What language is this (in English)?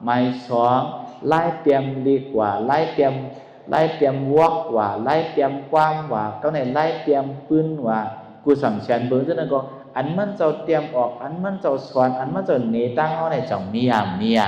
Shan